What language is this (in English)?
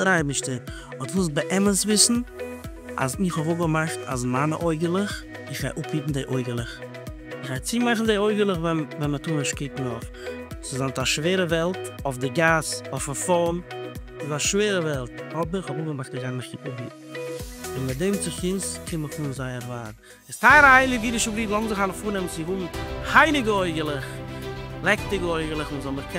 Yiddish